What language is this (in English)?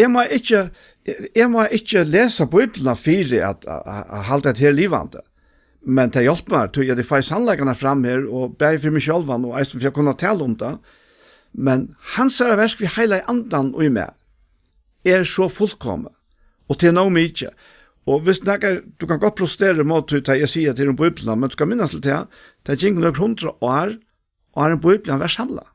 Faroese